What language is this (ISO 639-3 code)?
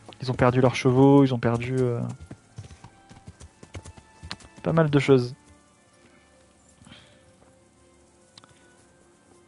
fra